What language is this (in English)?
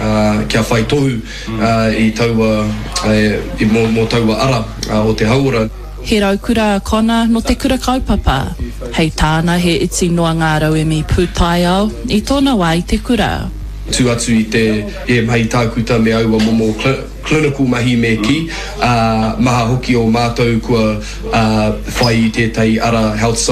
Māori